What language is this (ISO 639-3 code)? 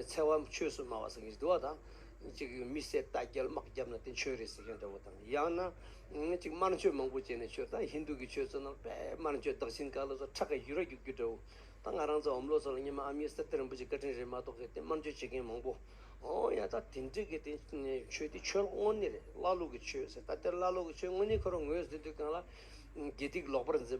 bod